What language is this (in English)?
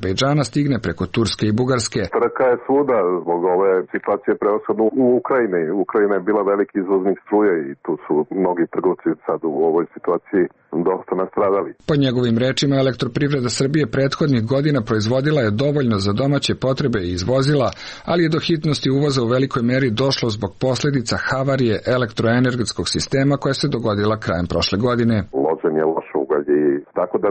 Serbian